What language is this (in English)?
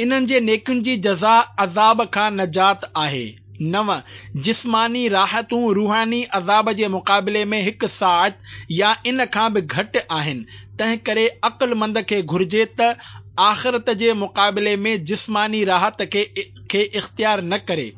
Sindhi